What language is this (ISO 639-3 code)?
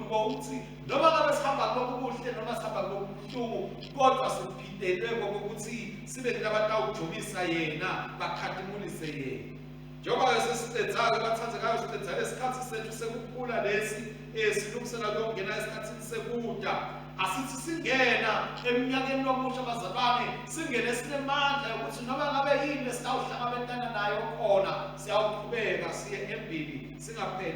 ssw